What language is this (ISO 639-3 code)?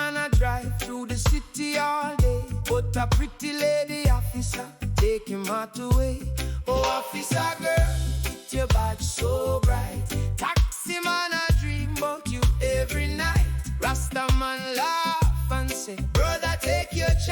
jam